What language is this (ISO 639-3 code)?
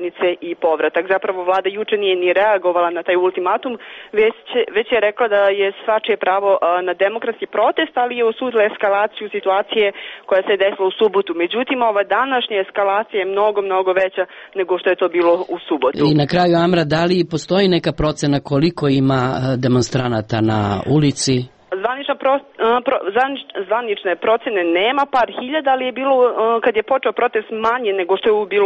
srp